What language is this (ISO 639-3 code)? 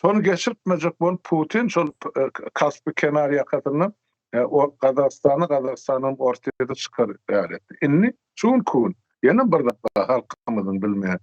tuk